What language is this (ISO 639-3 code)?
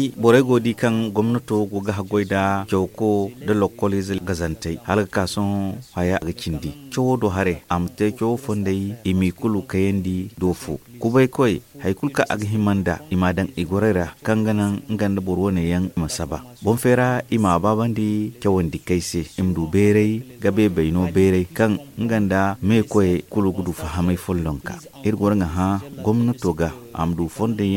dje